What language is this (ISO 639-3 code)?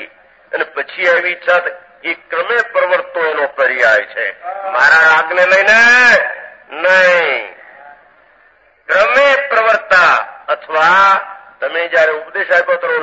guj